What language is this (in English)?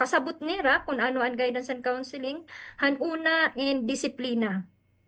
Waray